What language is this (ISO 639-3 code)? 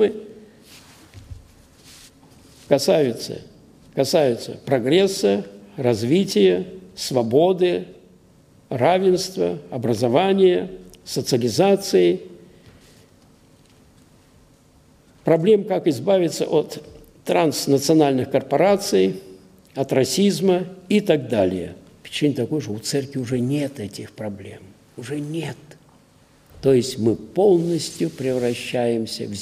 rus